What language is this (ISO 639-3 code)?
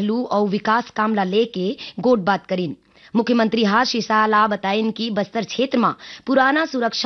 hne